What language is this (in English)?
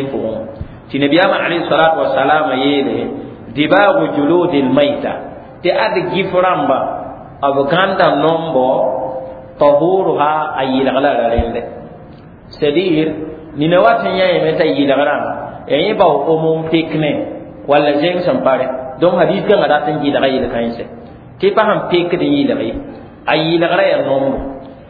Mossi